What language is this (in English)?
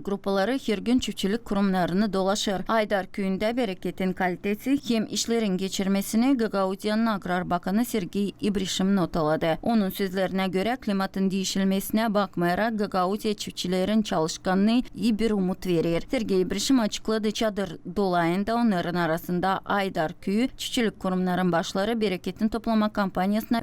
Gagauz